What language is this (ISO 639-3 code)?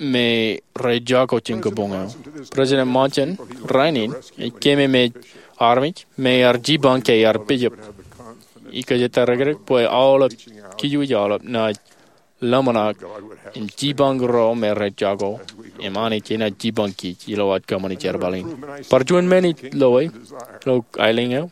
mah